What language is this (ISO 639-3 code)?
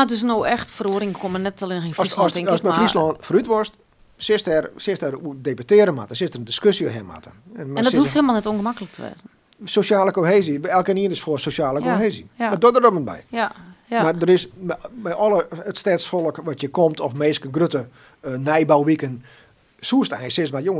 fry